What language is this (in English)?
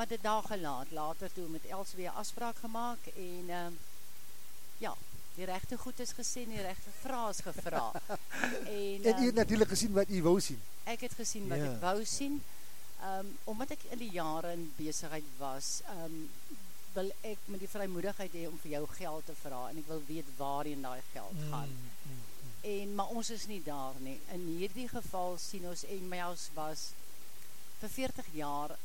Afrikaans